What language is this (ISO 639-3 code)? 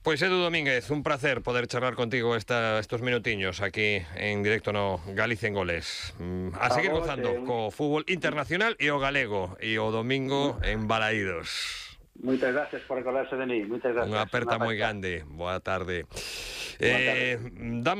glg